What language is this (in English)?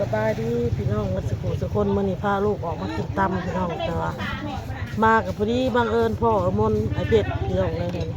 Northeastern Thai